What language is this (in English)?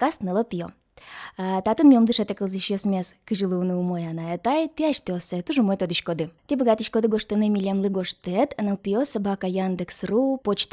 Udmurt